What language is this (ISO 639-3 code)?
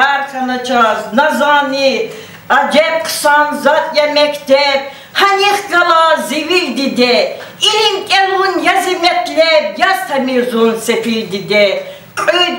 lez